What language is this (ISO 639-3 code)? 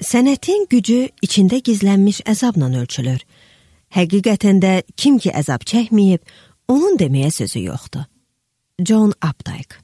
aze